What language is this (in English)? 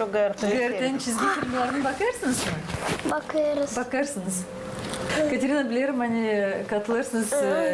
Gagauz